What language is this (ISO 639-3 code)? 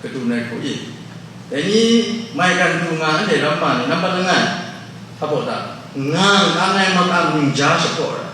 kac